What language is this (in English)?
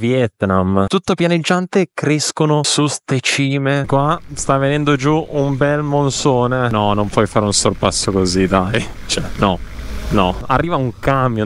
Italian